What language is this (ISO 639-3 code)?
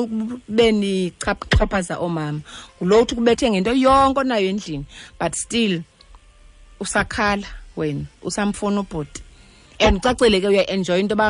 xho